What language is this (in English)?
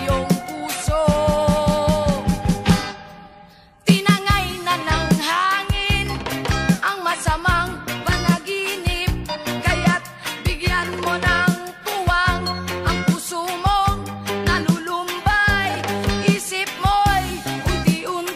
Filipino